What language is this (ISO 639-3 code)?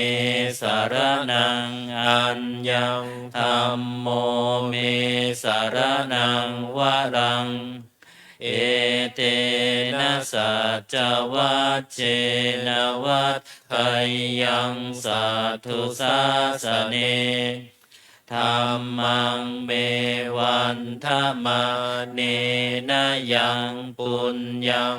pli